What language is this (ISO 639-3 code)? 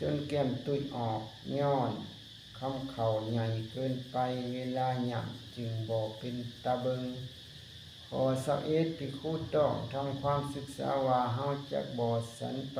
lao